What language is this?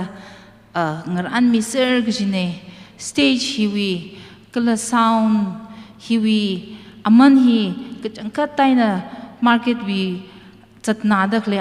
Tangkhul Naga (India)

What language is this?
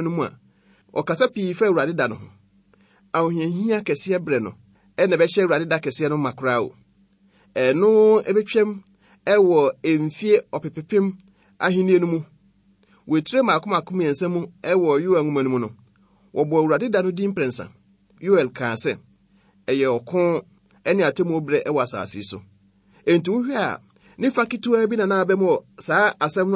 Akan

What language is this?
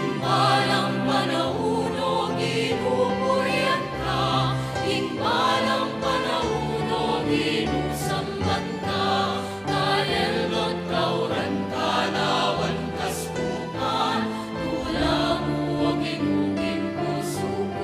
Pampanga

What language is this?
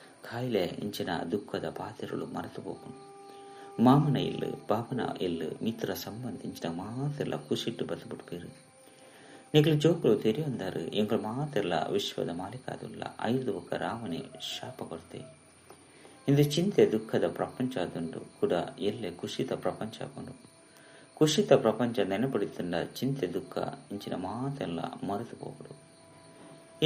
Tulu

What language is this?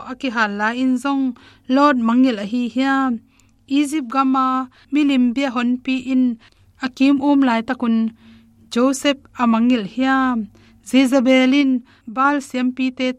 Tedim Chin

